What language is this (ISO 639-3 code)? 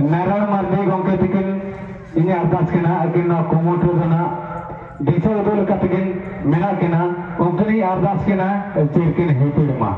sat